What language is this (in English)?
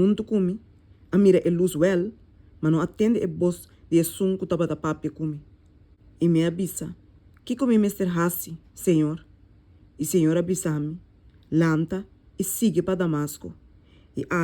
Papiamento